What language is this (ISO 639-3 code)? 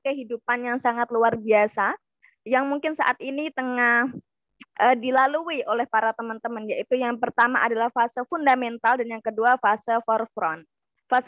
ind